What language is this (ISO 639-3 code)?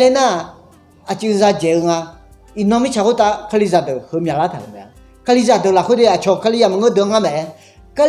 ahk